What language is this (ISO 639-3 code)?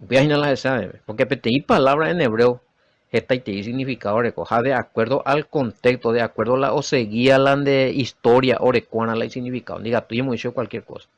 grn